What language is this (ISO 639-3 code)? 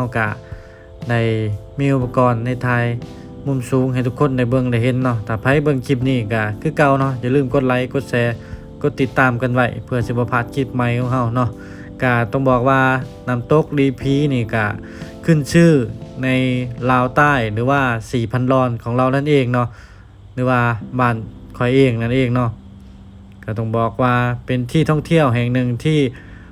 lao